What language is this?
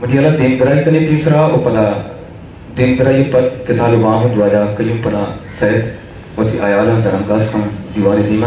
Eastern Balochi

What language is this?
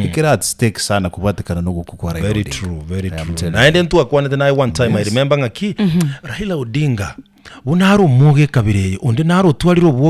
Gusii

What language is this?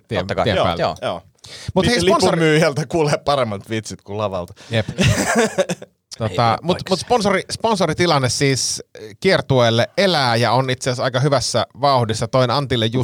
Finnish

